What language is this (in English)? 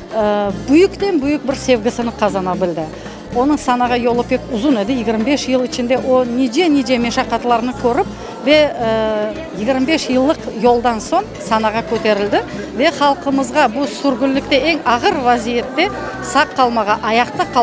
Crimean Tatar